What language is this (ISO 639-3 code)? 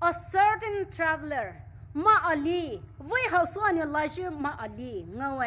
pmx